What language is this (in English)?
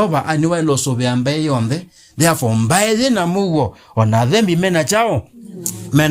Kamba